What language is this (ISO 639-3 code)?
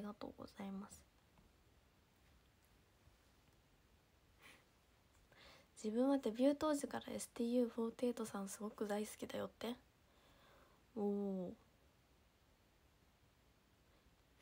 jpn